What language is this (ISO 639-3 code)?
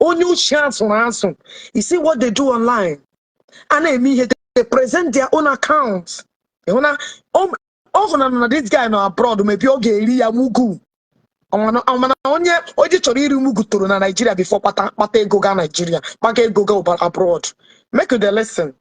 ibo